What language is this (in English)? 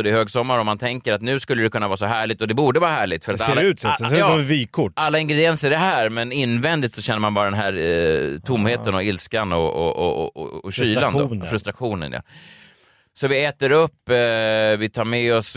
Swedish